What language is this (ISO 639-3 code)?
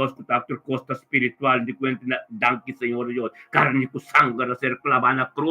pap